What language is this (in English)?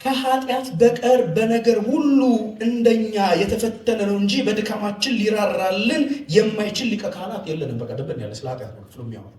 Amharic